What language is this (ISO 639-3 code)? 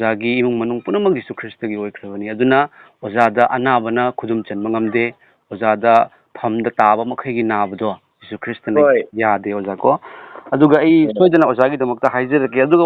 mni